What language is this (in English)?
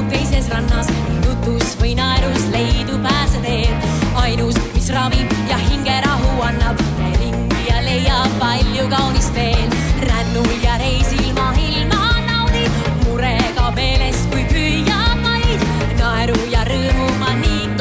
Estonian